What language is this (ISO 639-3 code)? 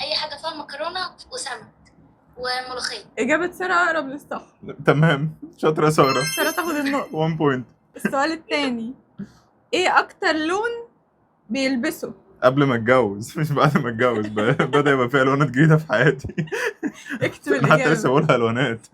arz